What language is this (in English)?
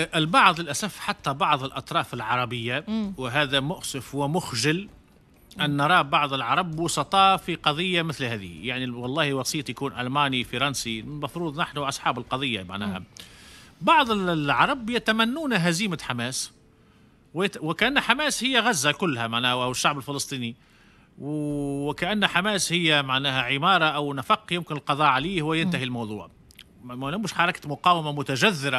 Tunisian Arabic